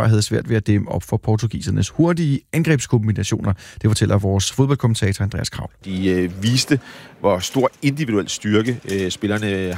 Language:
Danish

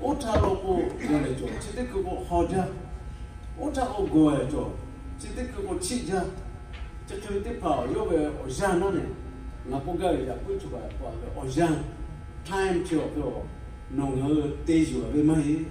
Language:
Lahu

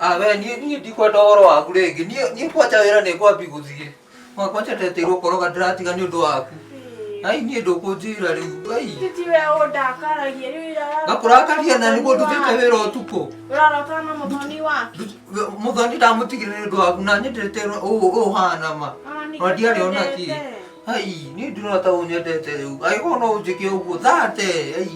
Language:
Kikuyu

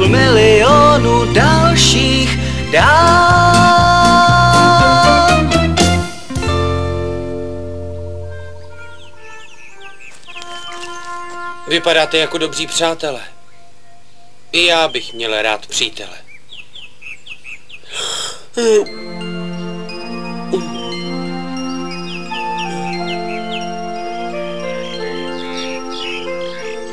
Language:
Czech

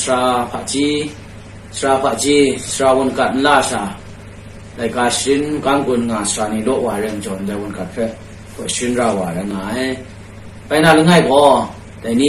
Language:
Kachin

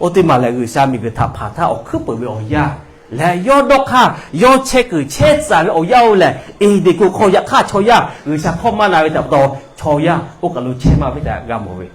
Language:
Lahu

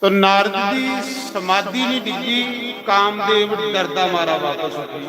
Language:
Dogri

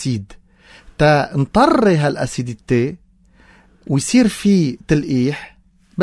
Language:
North Levantine Arabic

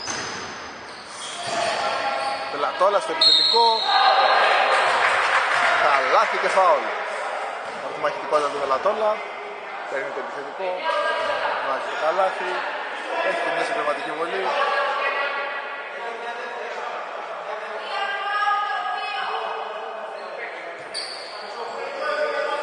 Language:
Greek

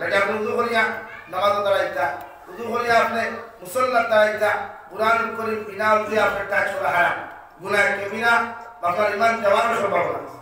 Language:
Sylheti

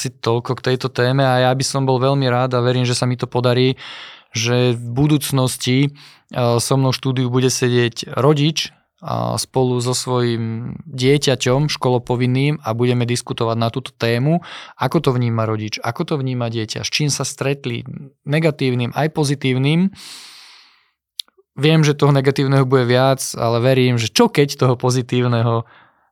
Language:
Slovak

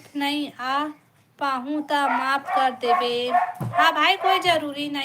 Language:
Chhattisgarhi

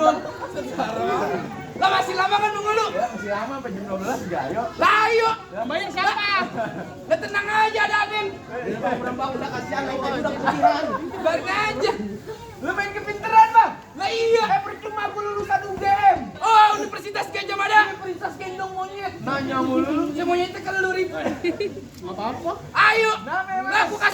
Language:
Betawi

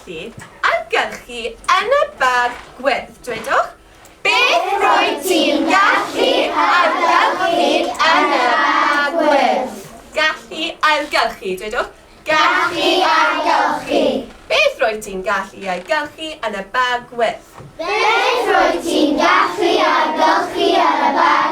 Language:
Welsh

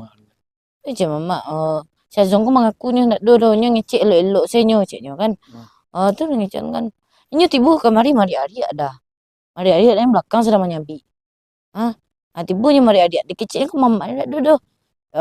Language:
Minangkabau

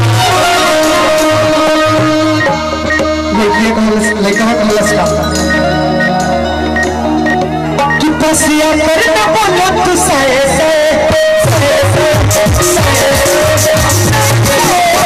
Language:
Bhojpuri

